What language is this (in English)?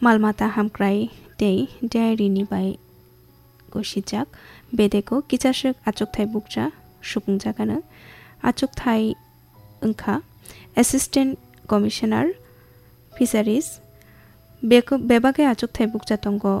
Kok Borok